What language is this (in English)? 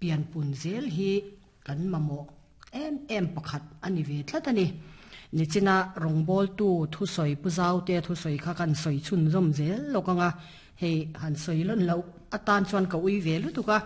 Mizo